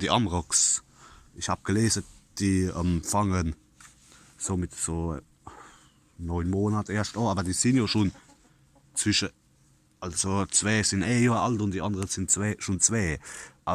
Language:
Palatine German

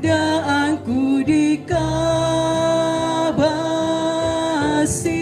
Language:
Toraja-Sa'dan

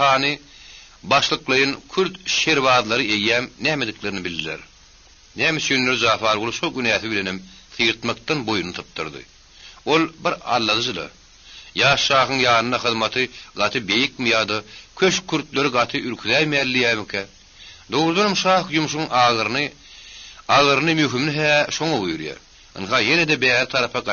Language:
Turkmen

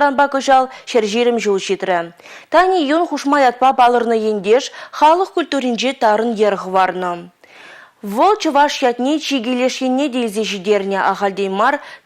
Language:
Chuvash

